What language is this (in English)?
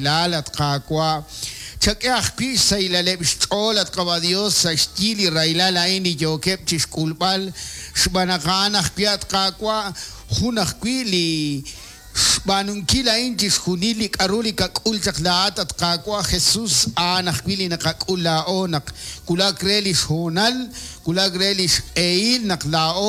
Kekchí